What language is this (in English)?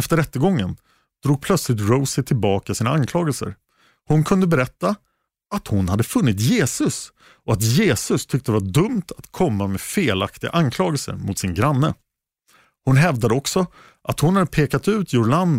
Swedish